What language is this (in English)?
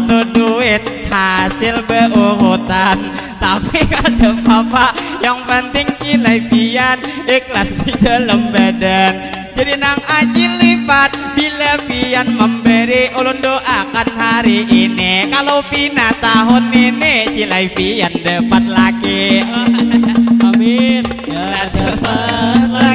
Banjar